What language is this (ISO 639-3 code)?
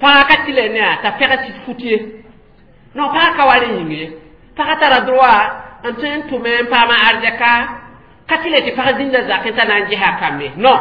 mos